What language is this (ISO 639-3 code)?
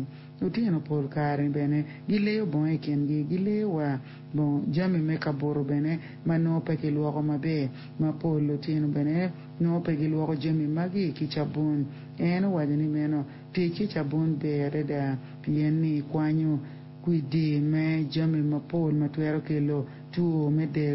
ach